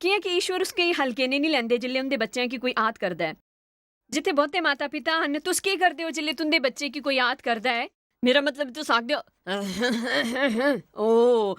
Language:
Dogri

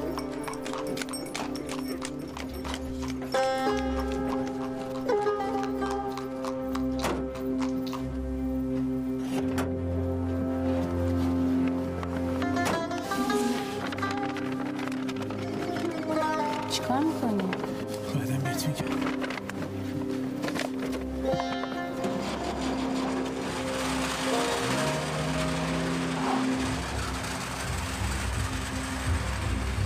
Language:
Persian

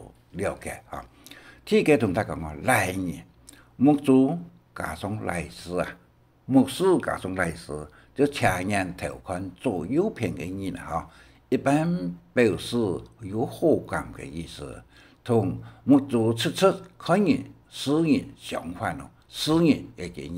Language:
Hakka Chinese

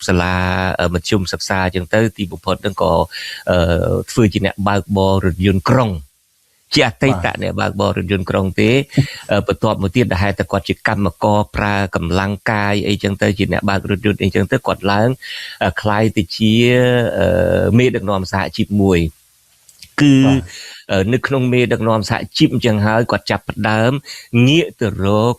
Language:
Khmer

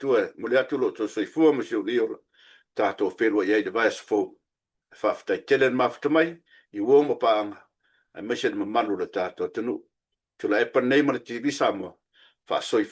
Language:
Samoan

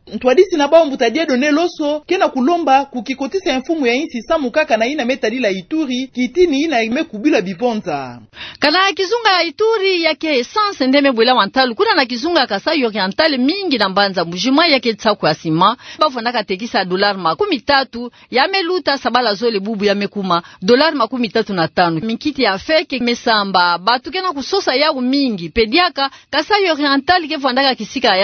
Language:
Kituba (Democratic Republic of Congo)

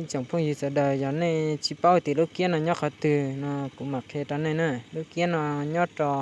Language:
Hmong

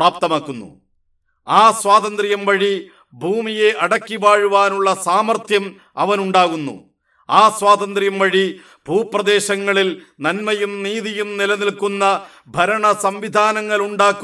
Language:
Malayalam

